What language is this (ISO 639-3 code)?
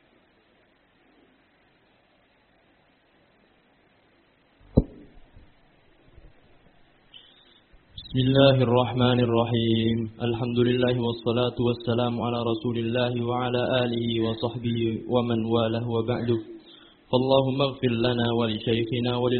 ara